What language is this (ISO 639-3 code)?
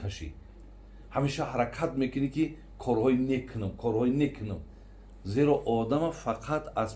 tgk